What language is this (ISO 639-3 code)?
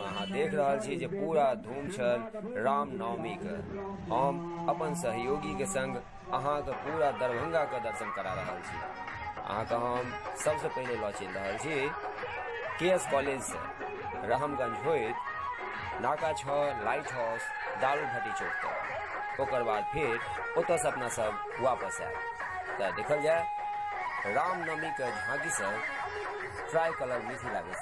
mai